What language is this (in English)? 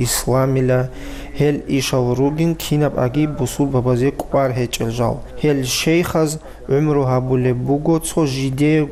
Avaric